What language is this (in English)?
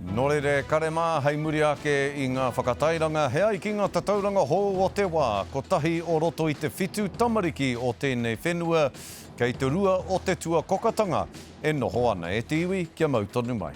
Māori